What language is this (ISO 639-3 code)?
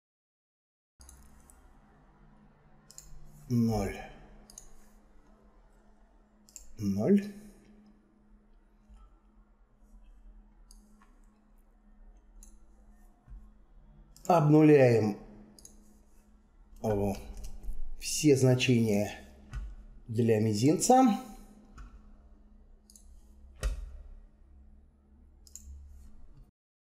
rus